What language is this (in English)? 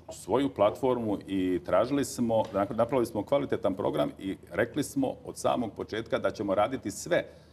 Croatian